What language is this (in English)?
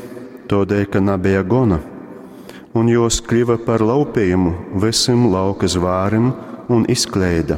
Latgalian